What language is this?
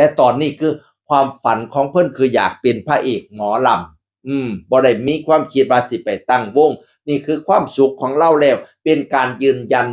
Northeastern Thai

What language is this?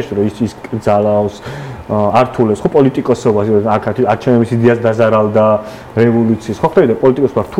Georgian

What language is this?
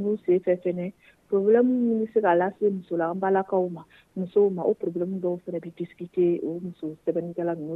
Dyula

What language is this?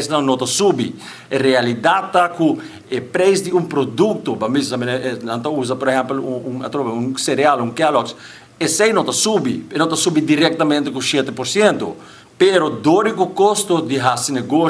Papiamento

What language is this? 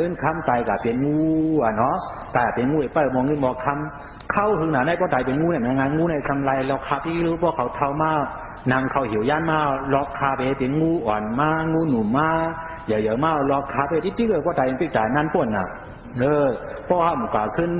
Shan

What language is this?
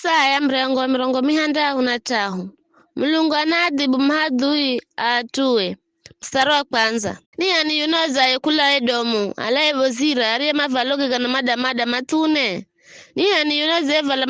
Giryama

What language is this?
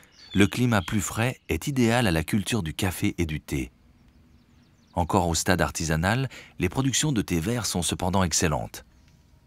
French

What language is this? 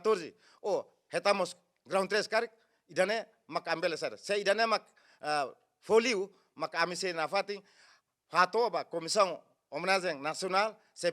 Tetum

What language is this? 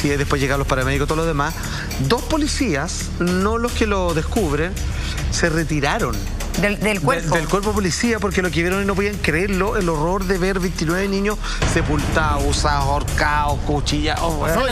Spanish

